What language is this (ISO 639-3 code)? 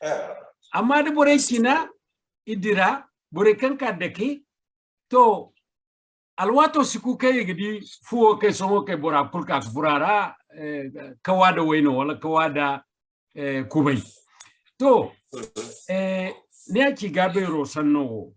dje